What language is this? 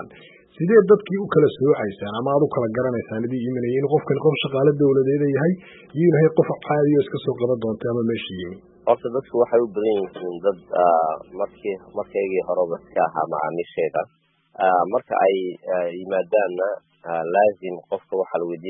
Somali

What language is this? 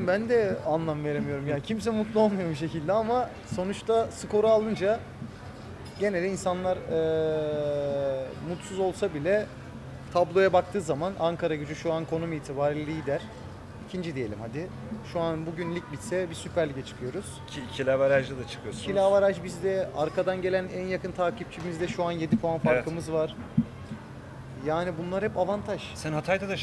Turkish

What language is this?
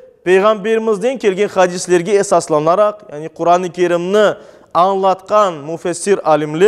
Crimean Tatar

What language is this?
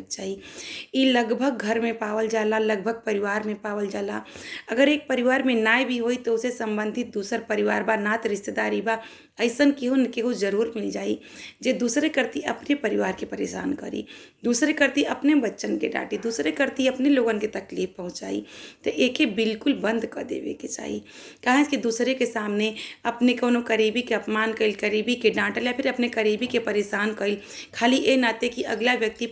Bhojpuri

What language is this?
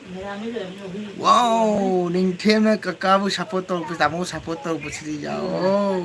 Manipuri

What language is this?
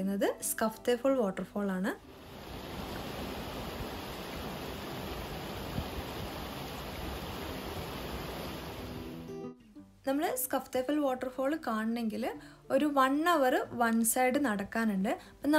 Malayalam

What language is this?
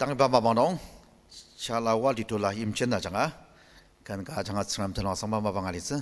Ao Naga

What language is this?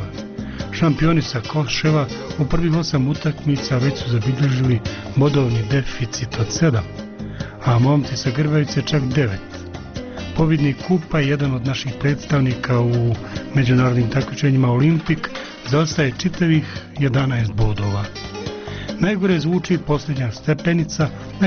Bosnian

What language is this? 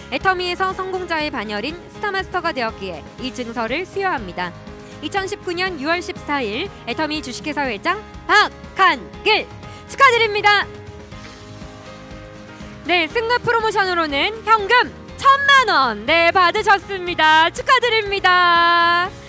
Korean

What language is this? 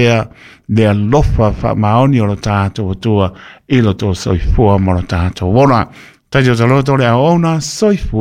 Samoan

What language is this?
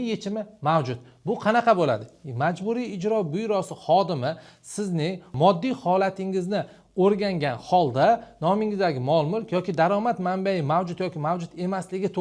Uzbek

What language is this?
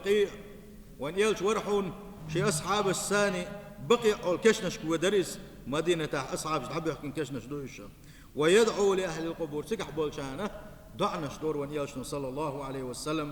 Chechen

